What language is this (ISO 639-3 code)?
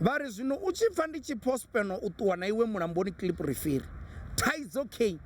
ven